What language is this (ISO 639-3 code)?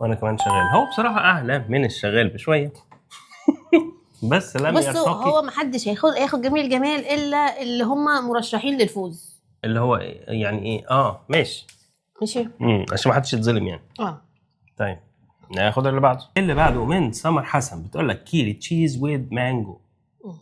arz